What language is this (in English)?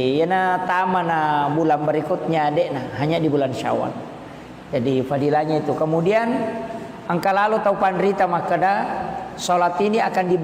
Buginese